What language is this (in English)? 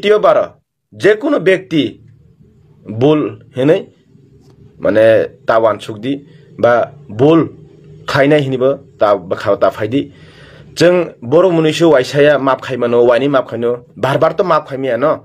Kok Borok